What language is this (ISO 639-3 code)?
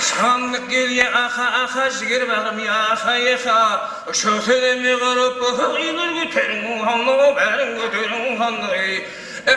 kaa